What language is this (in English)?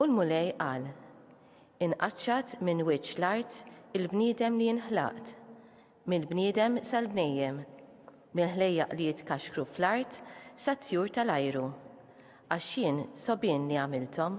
Maltese